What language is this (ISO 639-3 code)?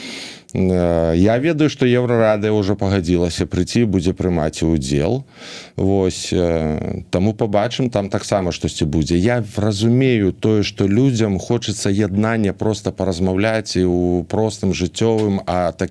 bel